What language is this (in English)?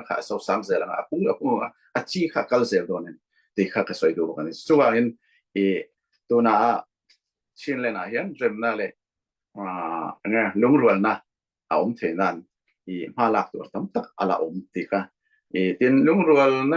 Falam Chin